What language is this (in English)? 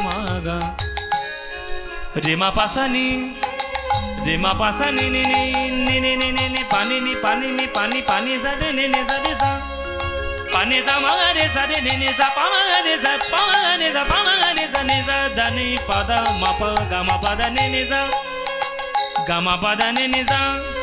Bangla